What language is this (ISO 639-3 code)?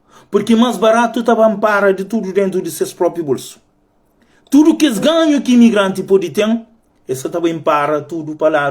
kea